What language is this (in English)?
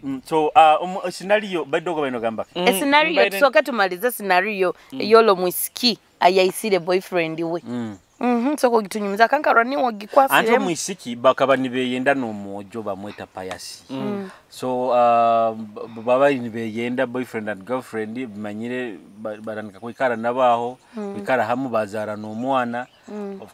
Nyoro